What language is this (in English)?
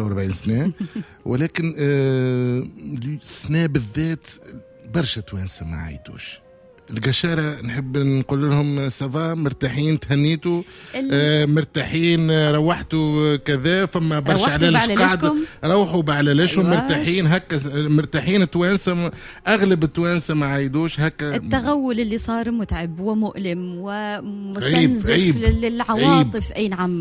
Tunisian Arabic